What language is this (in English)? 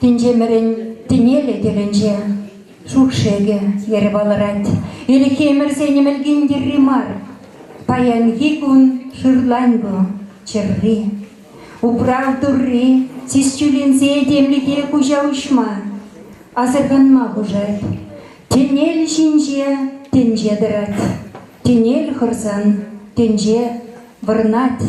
Chuvash